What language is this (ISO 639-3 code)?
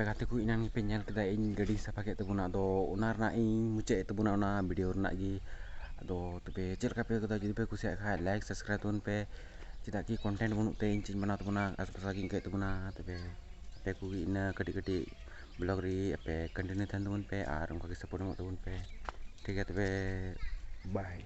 sat